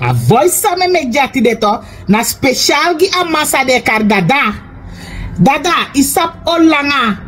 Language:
Sranan Tongo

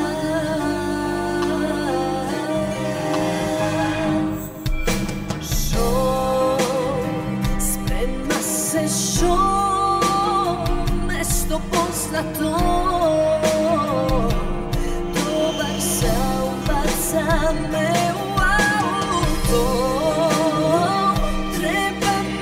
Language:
Serbian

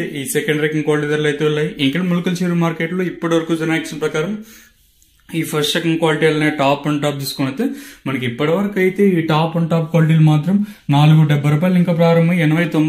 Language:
Telugu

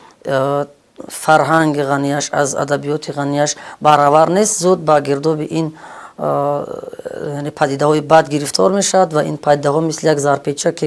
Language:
Tajik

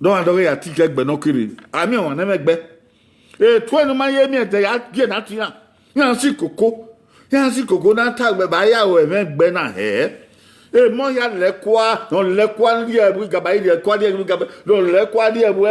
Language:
Bini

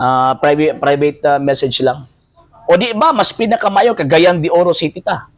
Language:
Cebuano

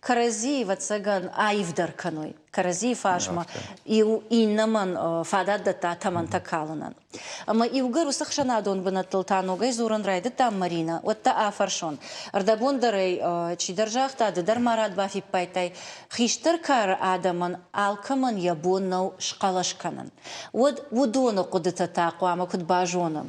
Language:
Ossetic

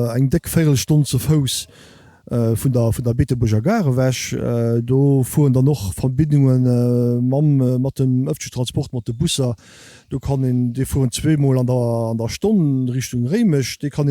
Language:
Luxembourgish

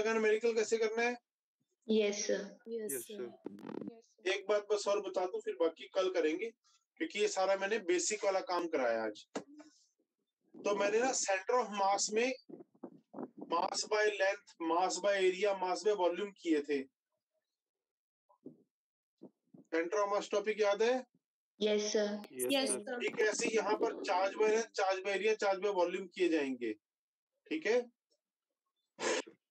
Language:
Hindi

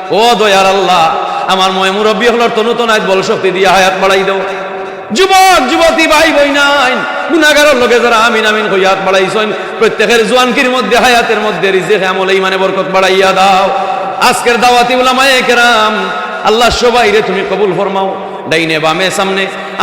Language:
Sylheti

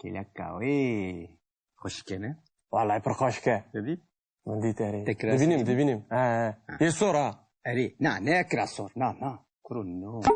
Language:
Kurdish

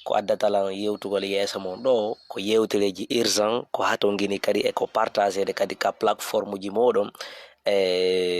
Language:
Fula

